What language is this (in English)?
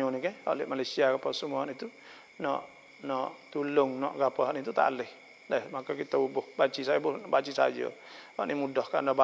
Malay